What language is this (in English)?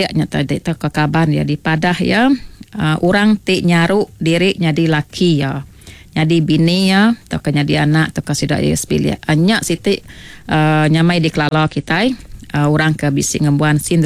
Iban